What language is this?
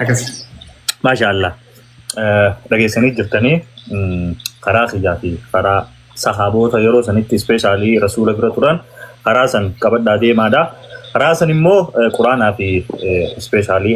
Oromo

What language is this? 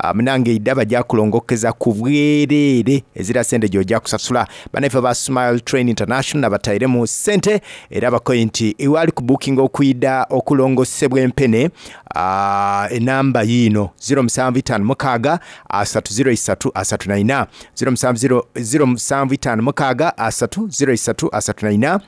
Soga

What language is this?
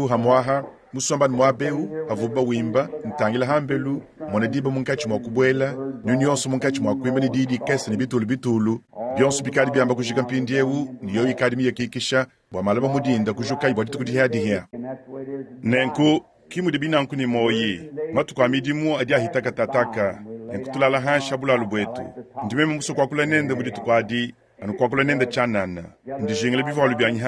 Luba-Lulua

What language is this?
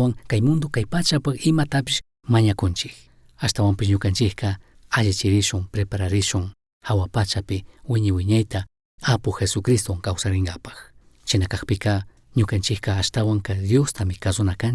Chimborazo Highland Quichua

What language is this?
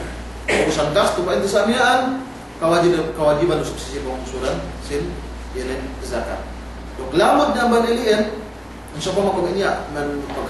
Yakan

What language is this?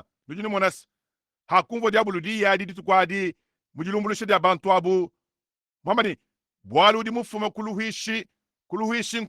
Luba-Lulua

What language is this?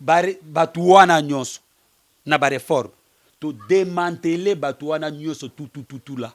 Lingala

